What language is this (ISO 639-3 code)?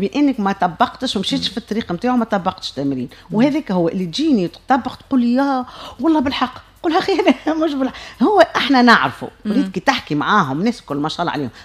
aeb